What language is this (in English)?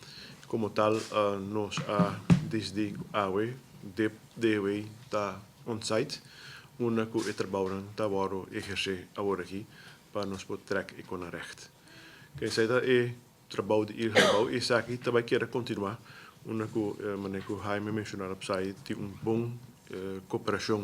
Papiamento